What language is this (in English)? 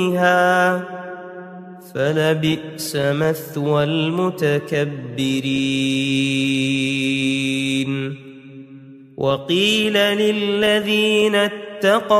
Arabic